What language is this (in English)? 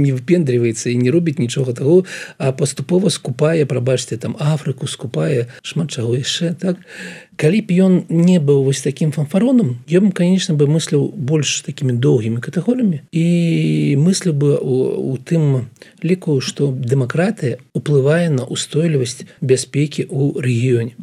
Belarusian